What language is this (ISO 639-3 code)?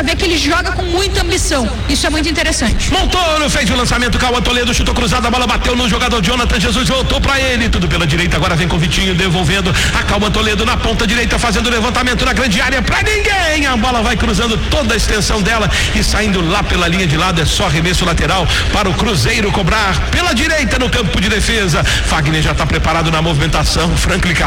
por